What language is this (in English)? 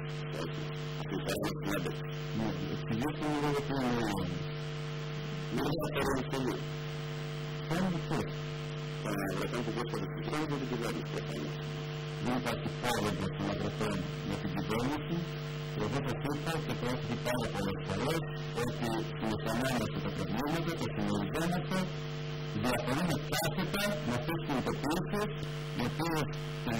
Greek